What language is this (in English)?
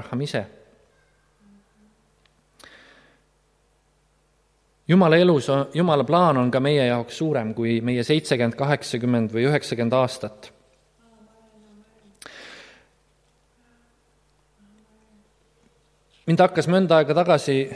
Estonian